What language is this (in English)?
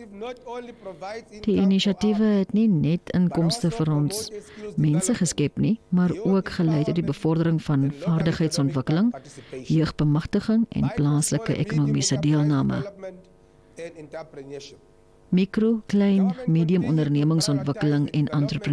Afrikaans